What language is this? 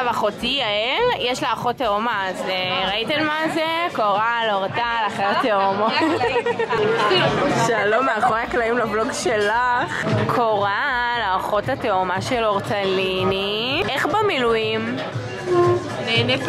Hebrew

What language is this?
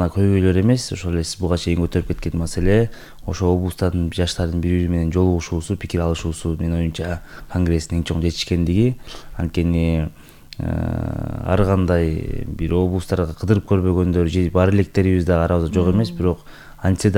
Kyrgyz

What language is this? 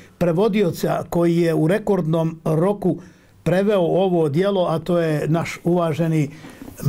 Bosnian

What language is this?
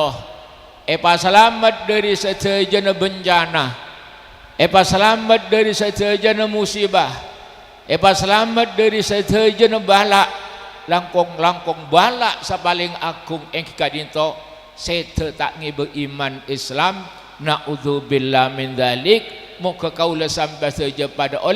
Madurese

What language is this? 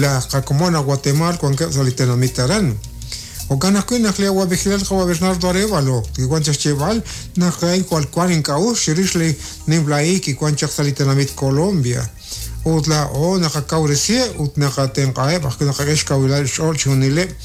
Kekchí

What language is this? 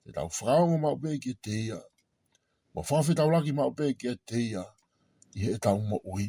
Tongan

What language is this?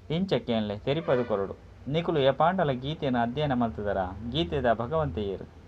Tulu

